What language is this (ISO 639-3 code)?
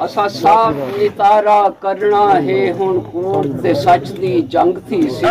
skr